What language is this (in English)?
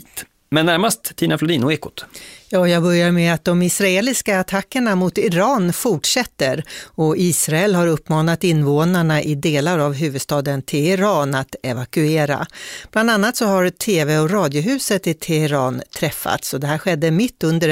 Swedish